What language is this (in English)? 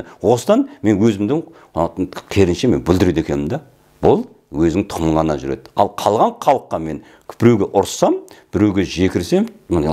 Kazakh